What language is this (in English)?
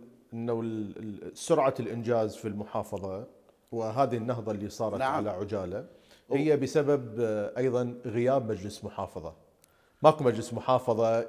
Mesopotamian Arabic